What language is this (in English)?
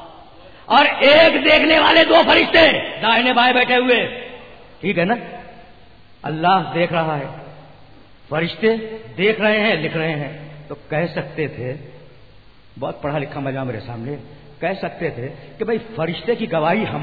Urdu